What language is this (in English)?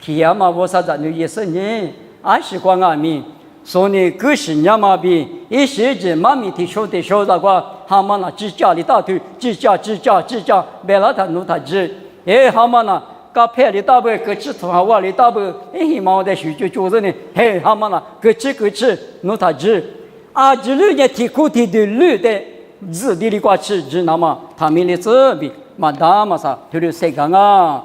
Lisu